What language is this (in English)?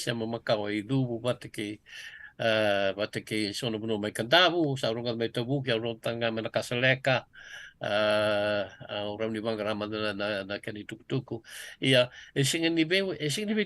Fijian